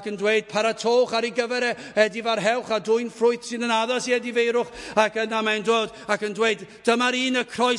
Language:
Welsh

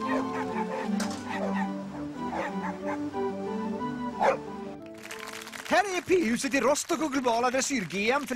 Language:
Swedish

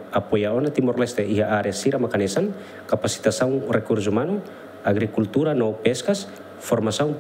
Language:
Tetum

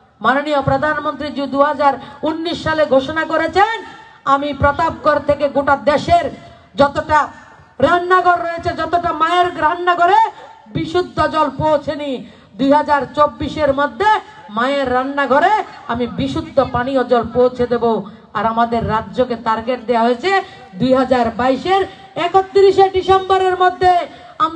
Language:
Bangla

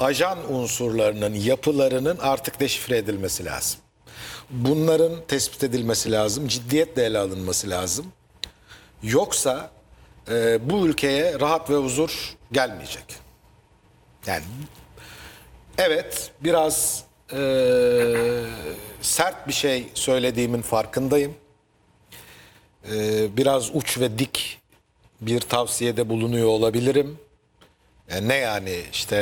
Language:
Turkish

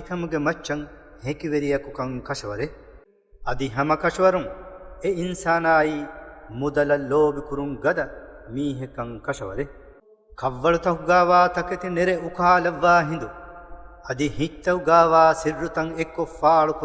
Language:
Divehi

